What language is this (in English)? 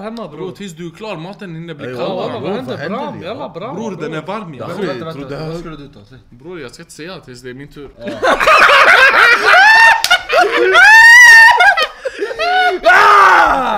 Swedish